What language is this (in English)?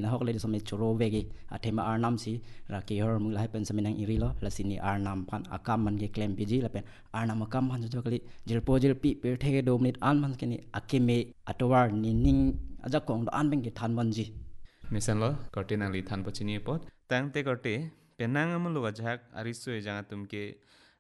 Karbi